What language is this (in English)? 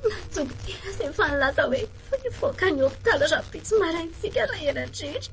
Malagasy